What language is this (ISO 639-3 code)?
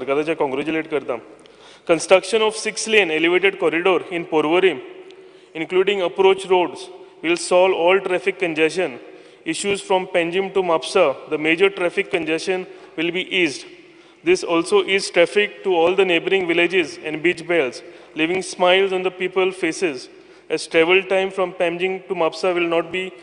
kok